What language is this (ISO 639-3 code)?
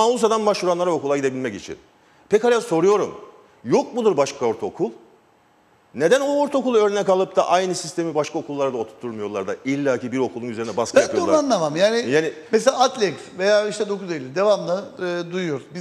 tur